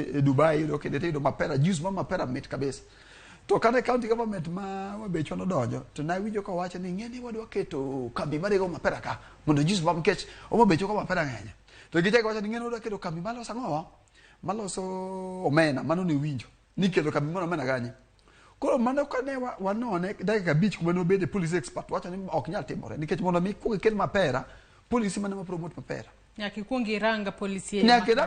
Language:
Luo (Kenya and Tanzania)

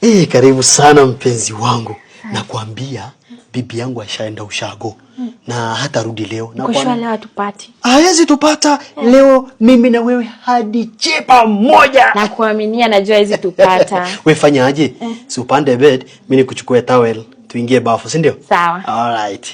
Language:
Swahili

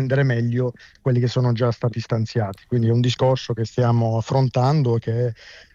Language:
Italian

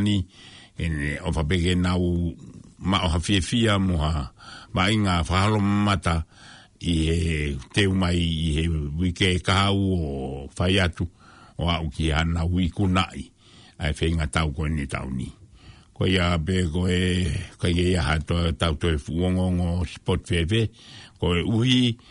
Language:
Tongan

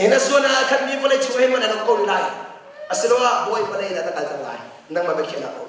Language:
Hakha Chin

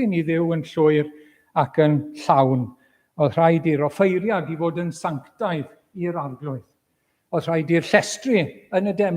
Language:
Welsh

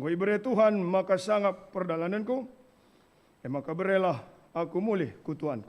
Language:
Batak Karo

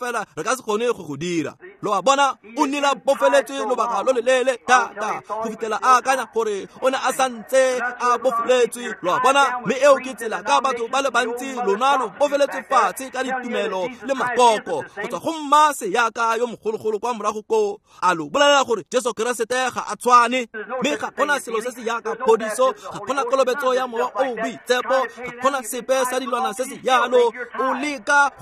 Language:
Tswana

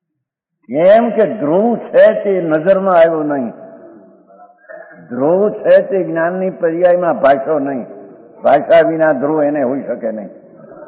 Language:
Gujarati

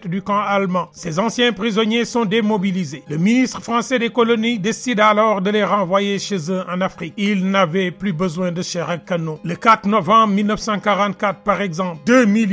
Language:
French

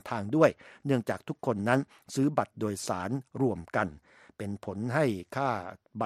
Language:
Thai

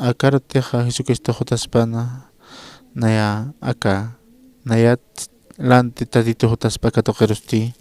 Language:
Aymara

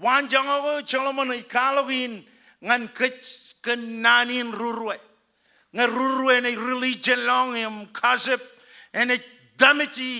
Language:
Marshallese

